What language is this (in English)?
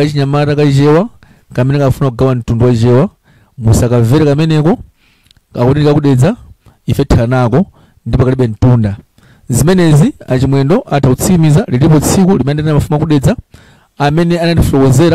Nyanja